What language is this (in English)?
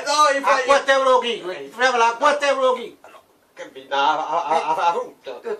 Neapolitan